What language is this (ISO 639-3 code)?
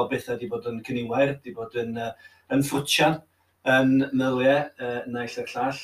cym